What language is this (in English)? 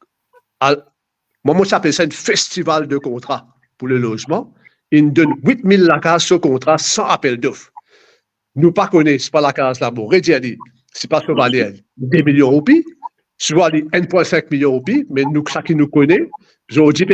Morisyen